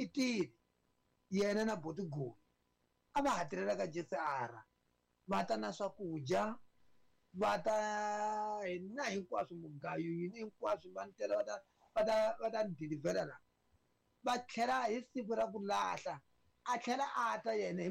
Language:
Tsonga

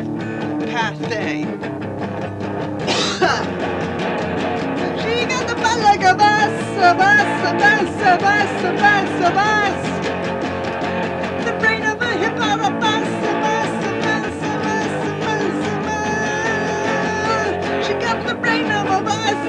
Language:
English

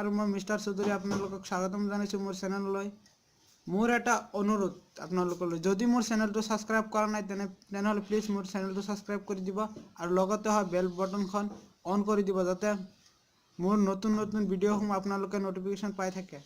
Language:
Assamese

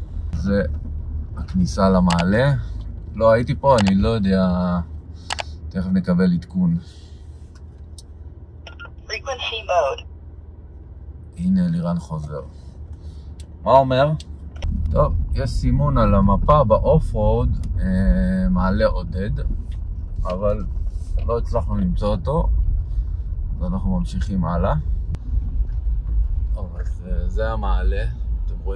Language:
Hebrew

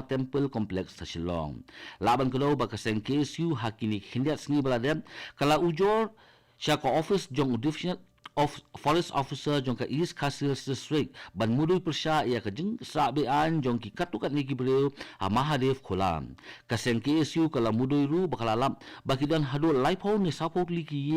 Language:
Khasi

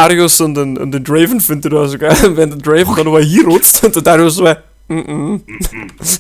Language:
Bavarian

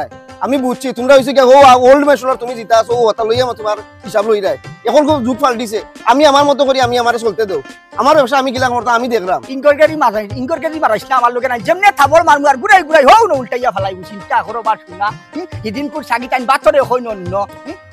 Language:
Sylheti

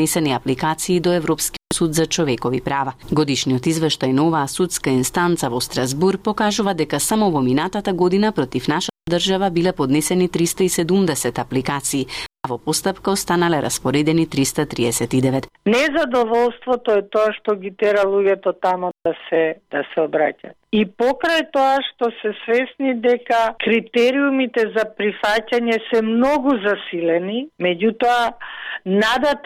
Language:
Macedonian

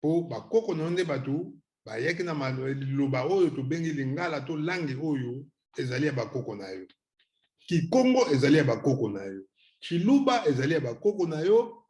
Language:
Lingala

